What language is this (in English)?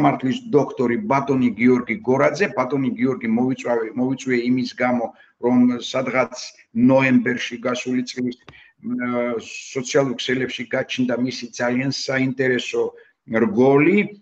Georgian